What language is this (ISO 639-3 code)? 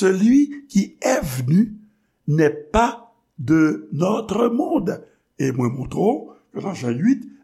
hat